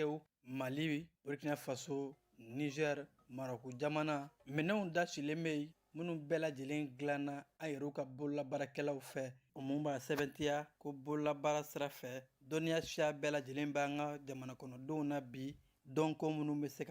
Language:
Bambara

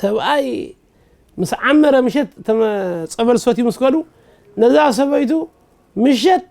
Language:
Tigrinya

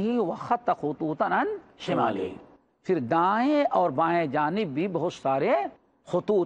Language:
Urdu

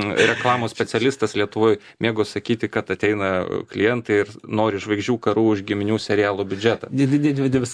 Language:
Lithuanian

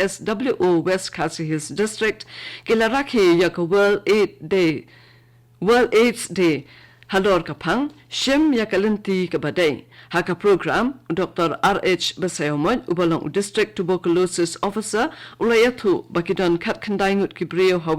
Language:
Khasi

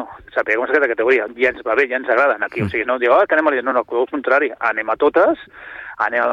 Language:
Catalan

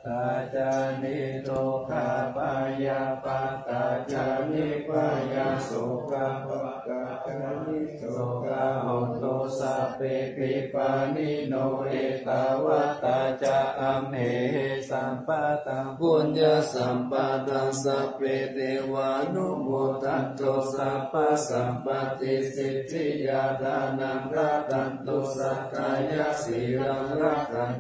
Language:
Pali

